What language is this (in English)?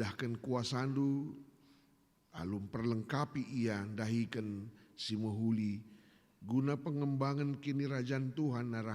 Batak Karo